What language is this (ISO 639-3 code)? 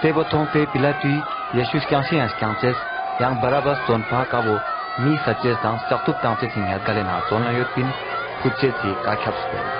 lbj